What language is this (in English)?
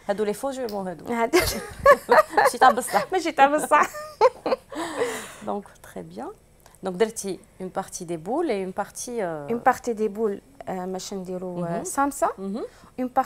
Algerian Arabic